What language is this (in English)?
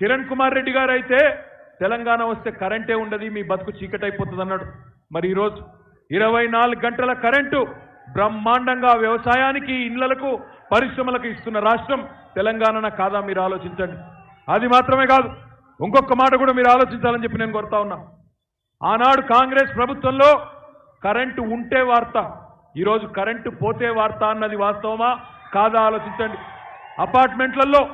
Telugu